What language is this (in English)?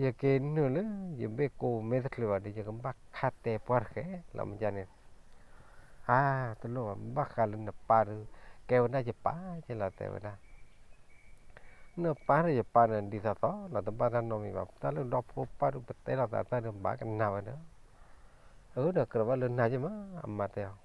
S'gaw Karen